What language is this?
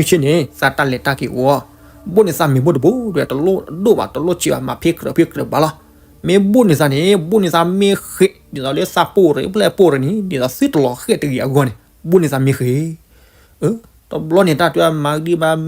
S'gaw Karen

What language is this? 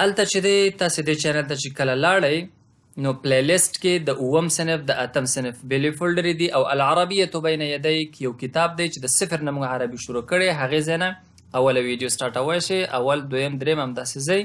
Pashto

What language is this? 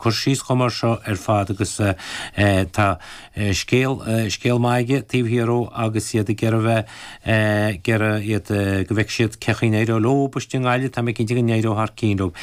Irish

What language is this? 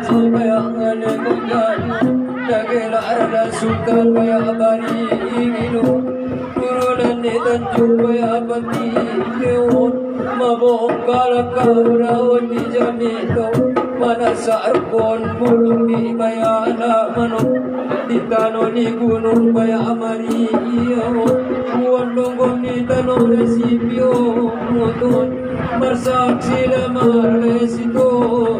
Batak Angkola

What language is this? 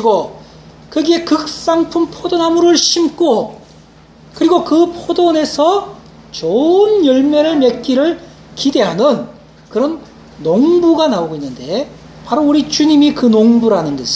Korean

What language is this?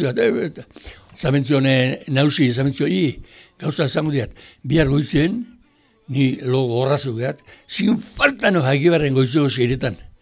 Basque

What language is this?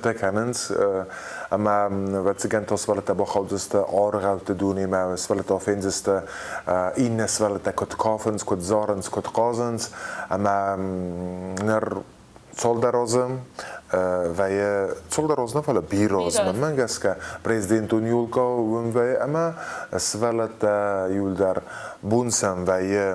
Ossetic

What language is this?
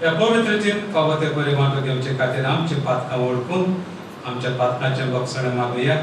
Konkani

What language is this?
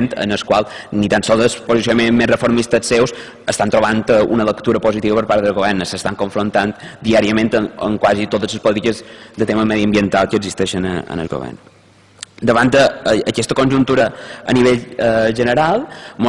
Catalan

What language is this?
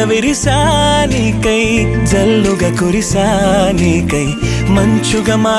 Telugu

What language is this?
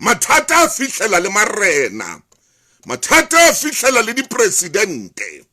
Southern Sotho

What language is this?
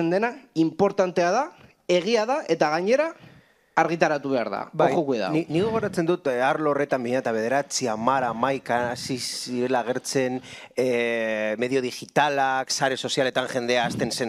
Basque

